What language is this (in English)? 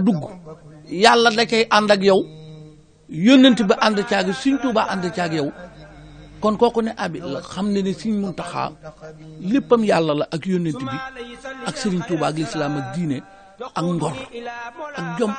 Wolof